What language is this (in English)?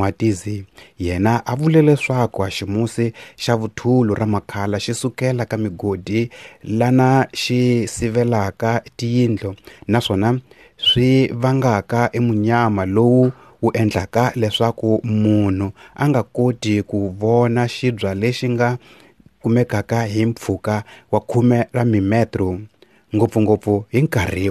Tsonga